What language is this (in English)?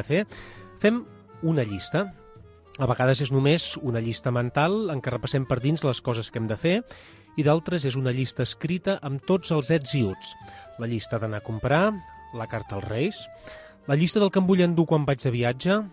Catalan